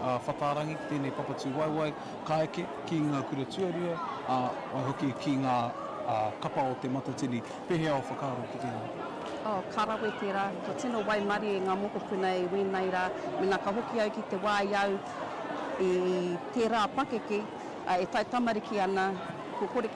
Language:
Māori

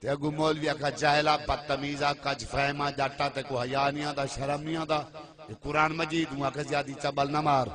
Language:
Saraiki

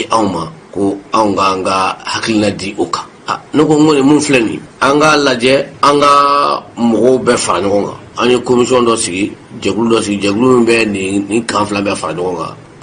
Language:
Bambara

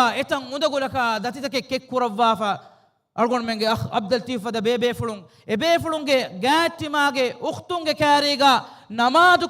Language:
Divehi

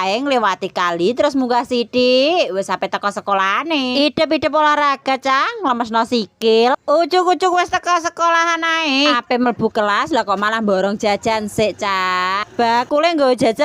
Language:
Javanese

